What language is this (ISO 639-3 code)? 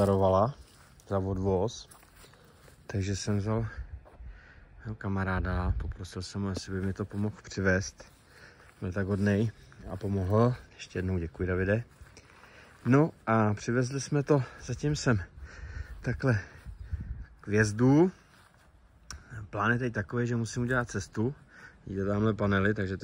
ces